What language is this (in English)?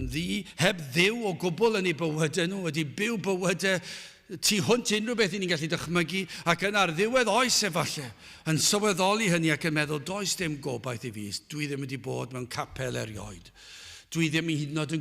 Welsh